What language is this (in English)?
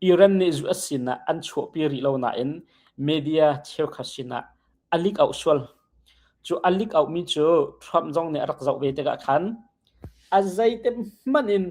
Hakha Chin